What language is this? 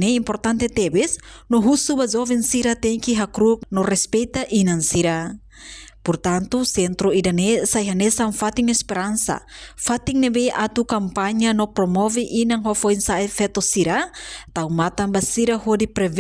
Tetum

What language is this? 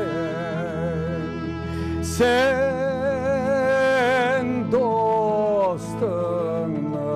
Crimean Tatar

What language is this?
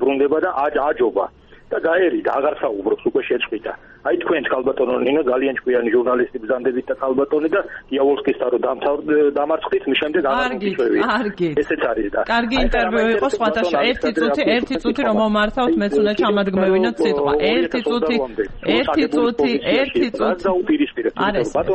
Georgian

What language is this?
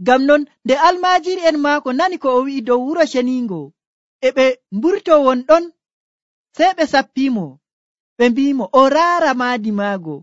Nigerian Fulfulde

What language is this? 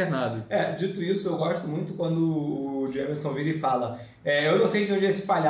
Portuguese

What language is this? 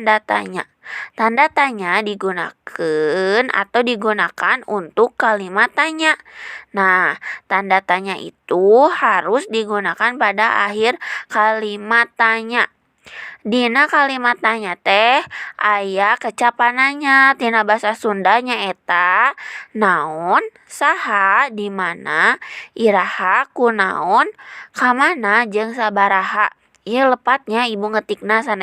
Sundanese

